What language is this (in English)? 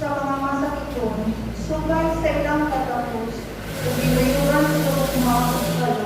Cebuano